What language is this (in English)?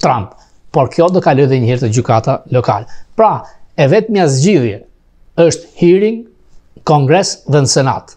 Albanian